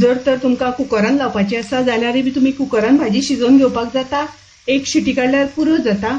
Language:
Konkani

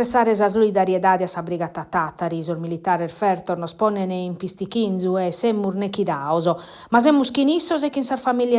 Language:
Sardinian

